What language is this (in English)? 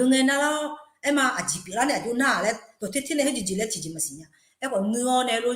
Akha